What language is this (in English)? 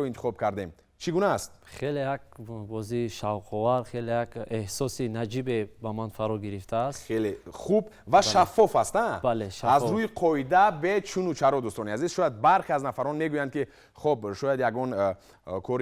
Tajik